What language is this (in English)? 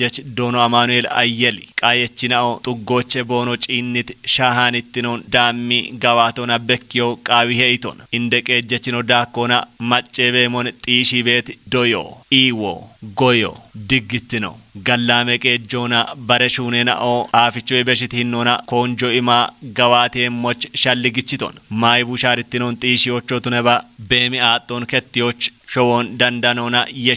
Kafa